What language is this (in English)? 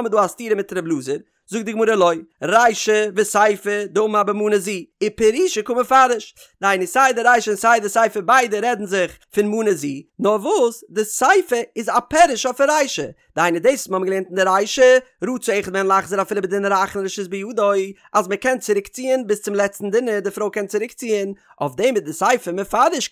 Yiddish